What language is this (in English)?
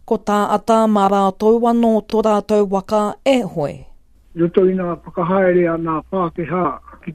Māori